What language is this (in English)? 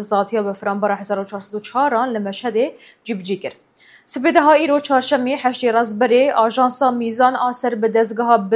Kurdish